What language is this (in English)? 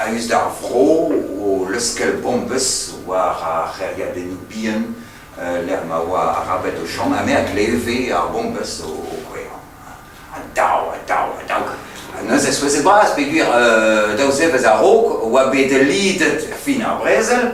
Breton